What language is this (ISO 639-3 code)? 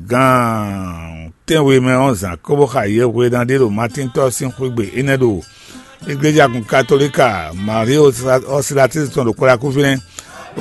fon